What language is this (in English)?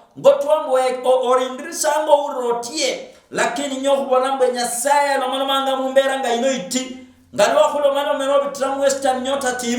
Luyia